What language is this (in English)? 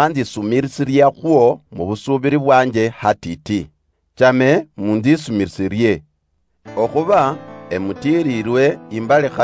Luyia